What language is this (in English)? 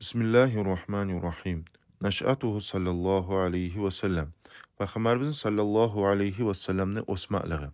Kumyk